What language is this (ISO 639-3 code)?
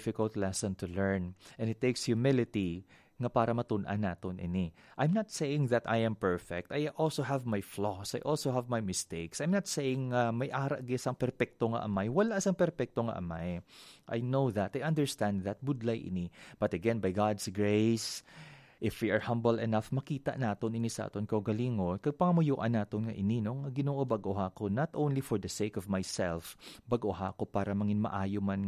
hil